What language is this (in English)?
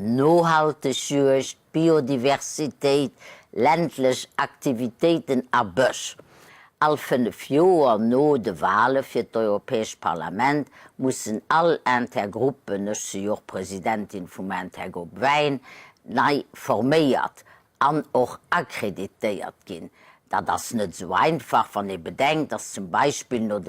Luxembourgish